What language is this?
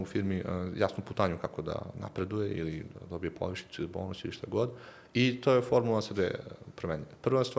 Serbian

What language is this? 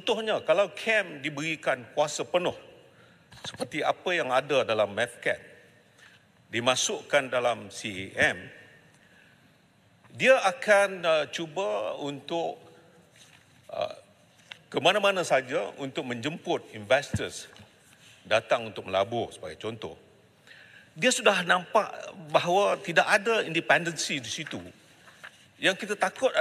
Malay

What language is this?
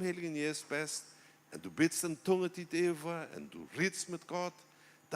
Plautdietsch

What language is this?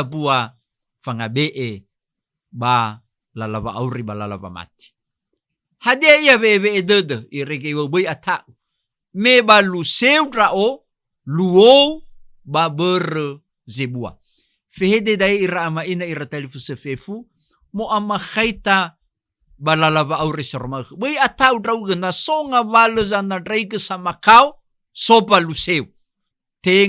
Nias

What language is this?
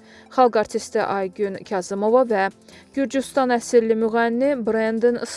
Azerbaijani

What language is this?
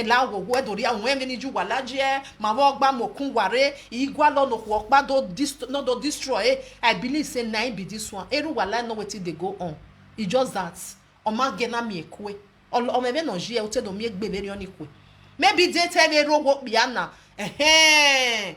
Nigerian Pidgin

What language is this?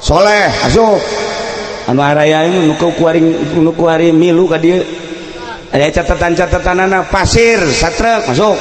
Sundanese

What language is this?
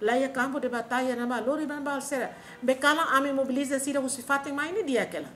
Tetum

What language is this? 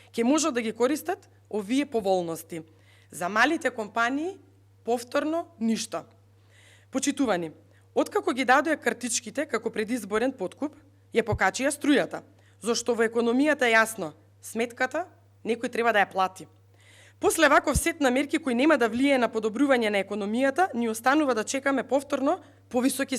Macedonian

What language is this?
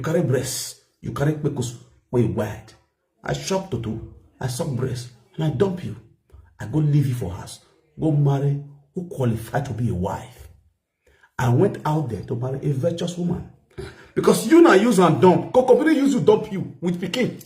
Nigerian Pidgin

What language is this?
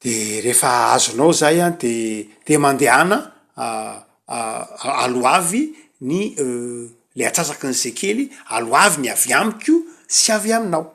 Malagasy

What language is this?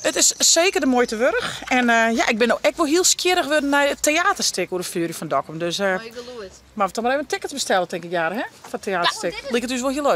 Western Frisian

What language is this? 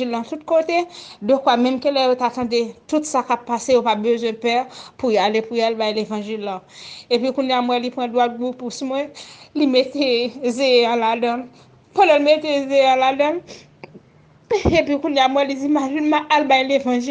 Haitian Creole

